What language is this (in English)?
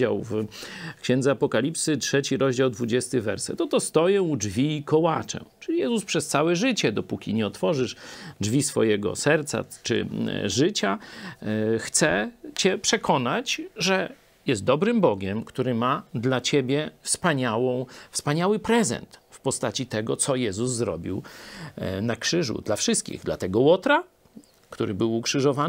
Polish